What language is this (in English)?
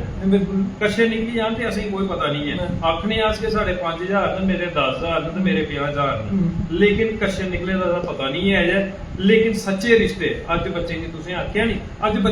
Dogri